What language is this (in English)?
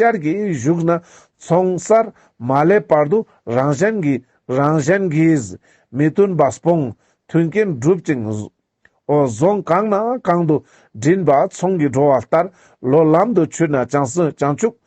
Ladakhi